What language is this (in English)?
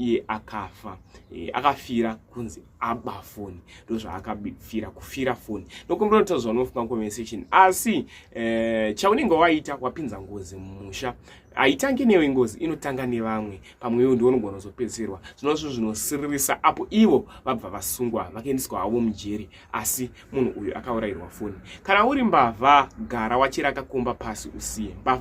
Shona